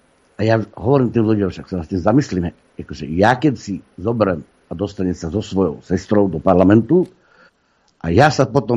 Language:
Slovak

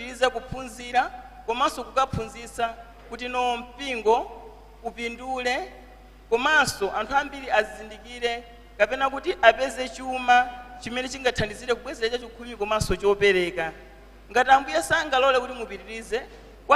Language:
Nyanja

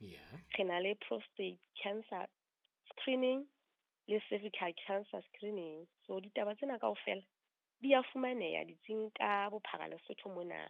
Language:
Southern Sotho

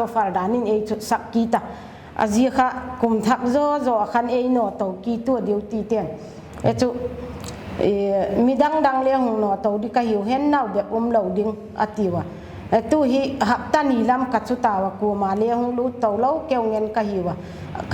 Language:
Paite Chin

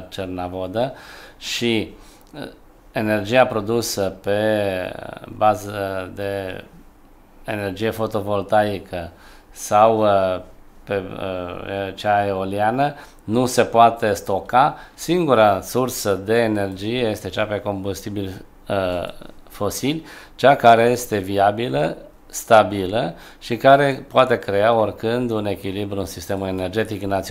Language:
Romanian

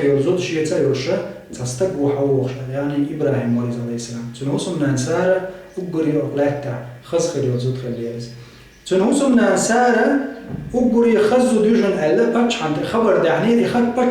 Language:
Chechen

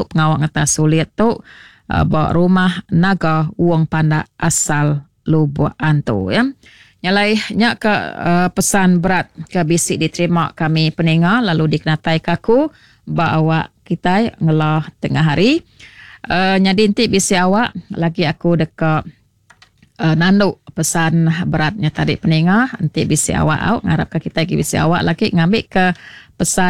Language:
Iban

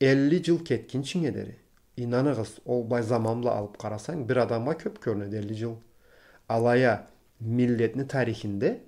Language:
Karachay-Balkar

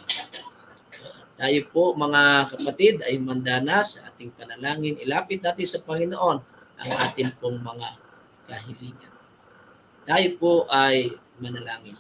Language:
Filipino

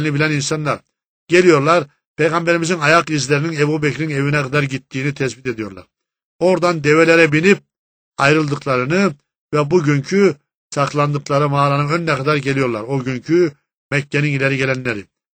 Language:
Turkish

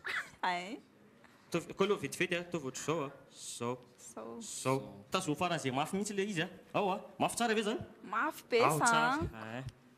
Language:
Malagasy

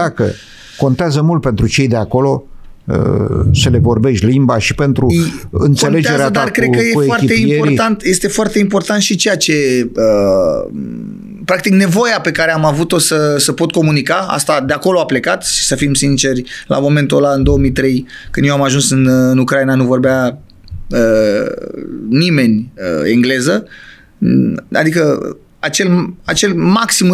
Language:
Romanian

